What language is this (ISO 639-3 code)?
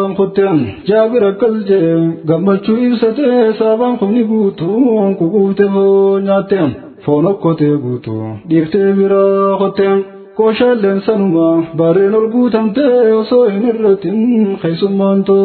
orm